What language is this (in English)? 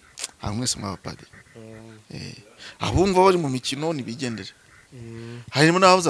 Kinyarwanda